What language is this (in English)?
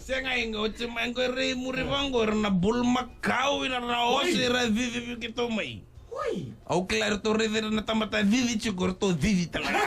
Fijian